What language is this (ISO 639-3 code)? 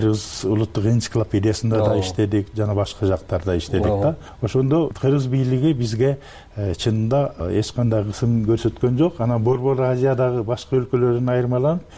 kir